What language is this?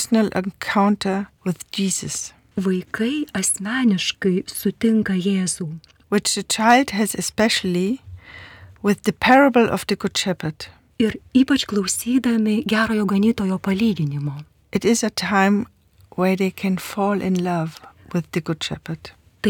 Lithuanian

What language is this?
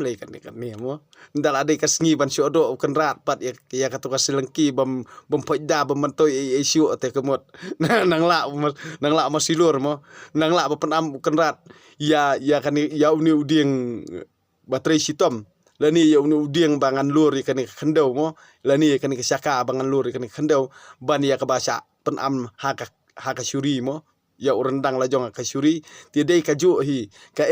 Khasi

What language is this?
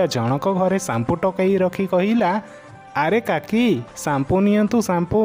Odia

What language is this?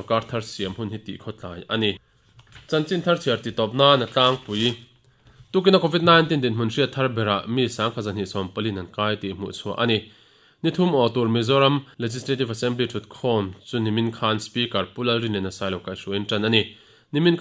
Mizo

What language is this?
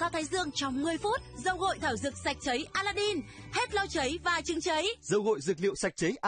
Vietnamese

